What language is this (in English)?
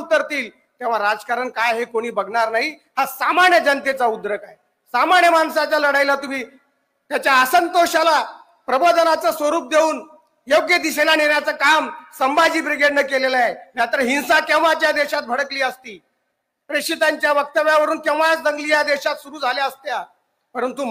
Marathi